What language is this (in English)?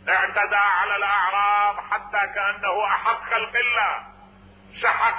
Mesopotamian Arabic